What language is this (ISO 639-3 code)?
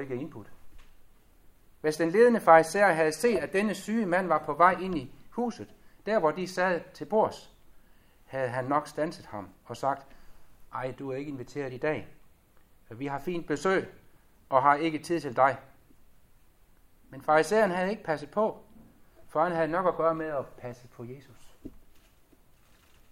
dan